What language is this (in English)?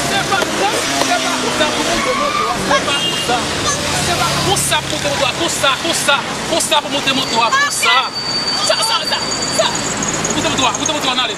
Haitian Creole